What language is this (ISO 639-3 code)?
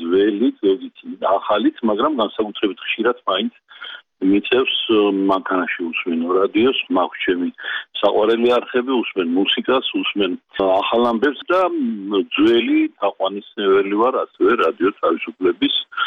kat